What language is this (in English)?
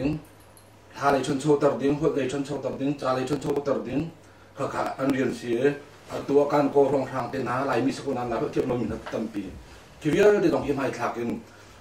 Hakha Chin